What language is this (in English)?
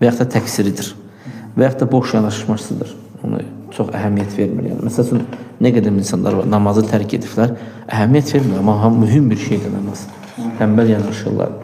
Azerbaijani